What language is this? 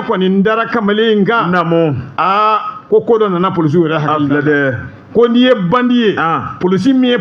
Bambara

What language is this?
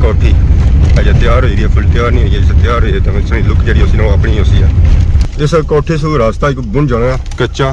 Pahari-Potwari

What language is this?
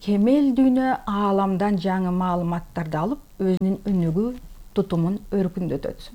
Kyrgyz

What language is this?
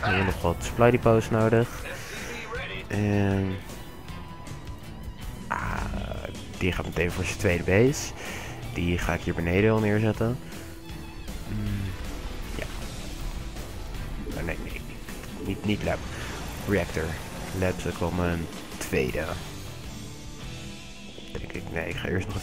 Dutch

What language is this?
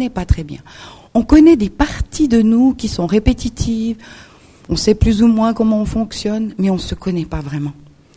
French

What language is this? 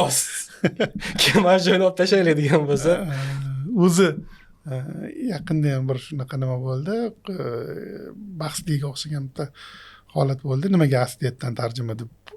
Uzbek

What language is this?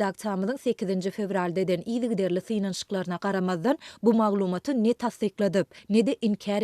Turkmen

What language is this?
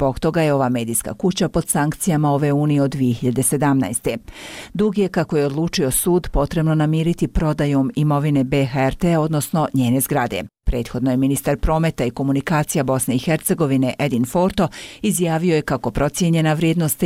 Bosnian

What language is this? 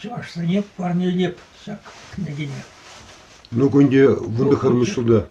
Chuvash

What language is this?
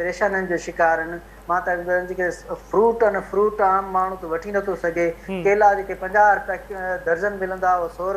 Sindhi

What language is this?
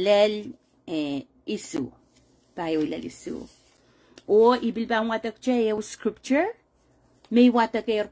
Pohnpeian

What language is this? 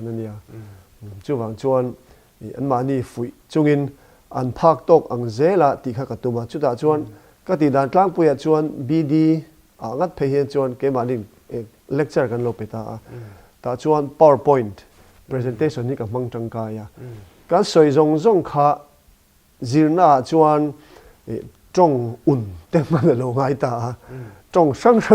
Mizo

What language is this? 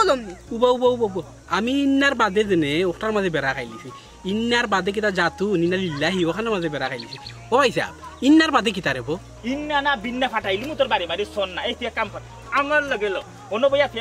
Sylheti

